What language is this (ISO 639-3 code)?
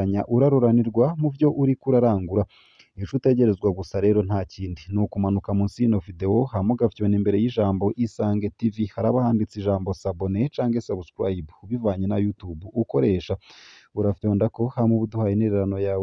run